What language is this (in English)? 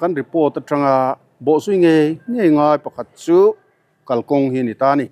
Mizo